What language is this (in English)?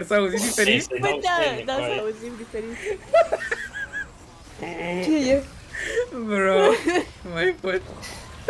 Romanian